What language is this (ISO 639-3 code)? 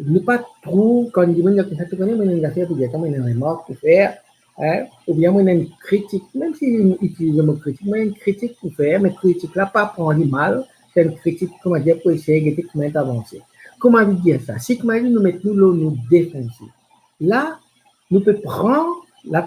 mfe